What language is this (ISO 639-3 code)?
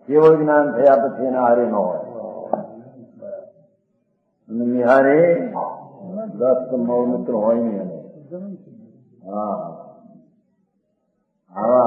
guj